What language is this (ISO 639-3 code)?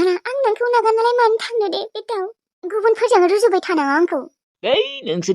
brx